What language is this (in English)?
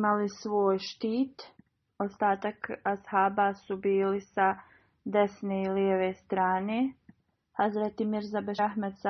Bosnian